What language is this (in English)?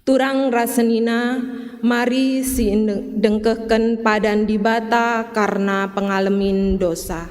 Batak Karo